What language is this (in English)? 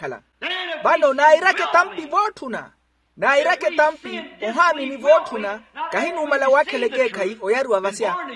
Makhuwa